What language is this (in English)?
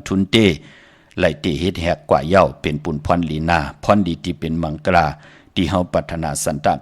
Shan